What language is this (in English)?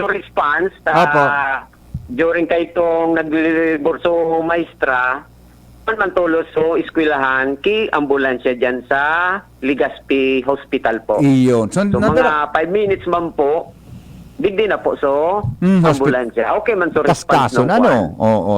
Bikol